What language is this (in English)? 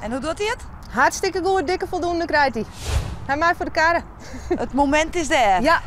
Western Frisian